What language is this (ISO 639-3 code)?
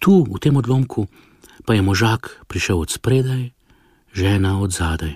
slv